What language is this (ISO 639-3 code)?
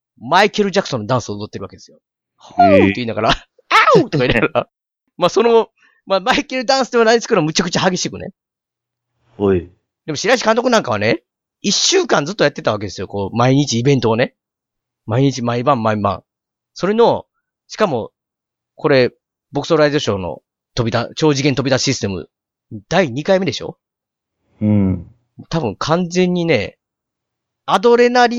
jpn